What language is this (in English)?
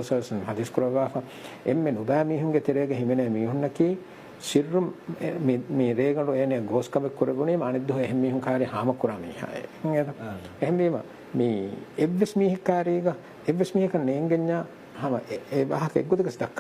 Divehi